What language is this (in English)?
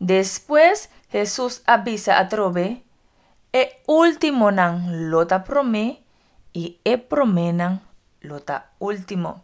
Papiamento